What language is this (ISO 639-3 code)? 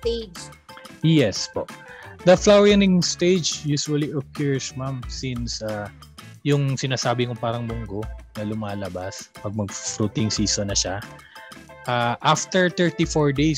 fil